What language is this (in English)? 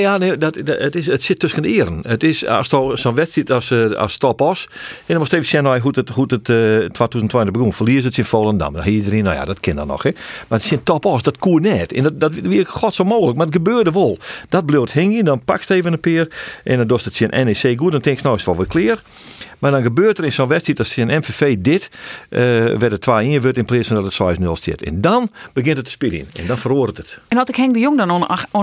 Western Frisian